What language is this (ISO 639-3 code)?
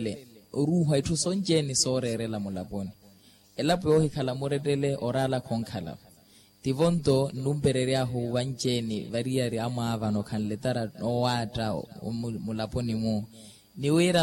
vmw